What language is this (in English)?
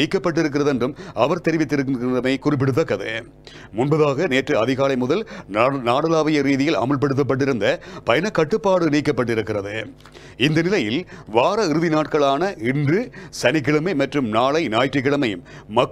Tamil